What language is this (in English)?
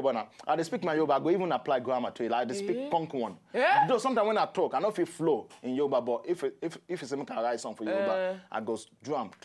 Nigerian Pidgin